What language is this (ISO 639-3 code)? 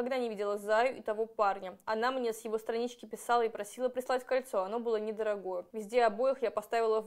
rus